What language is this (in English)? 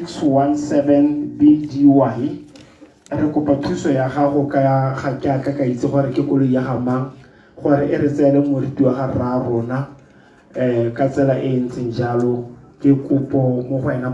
Tswana